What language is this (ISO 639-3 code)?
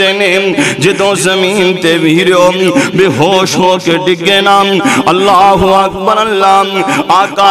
lah